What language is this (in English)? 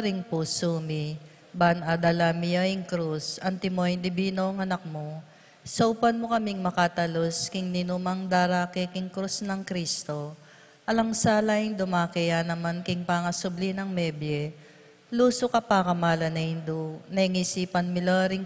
Pampanga